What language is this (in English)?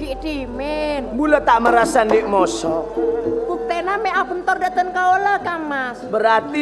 Madurese